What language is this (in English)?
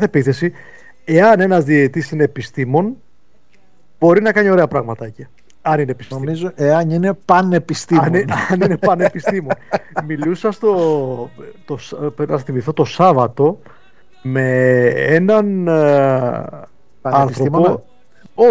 Greek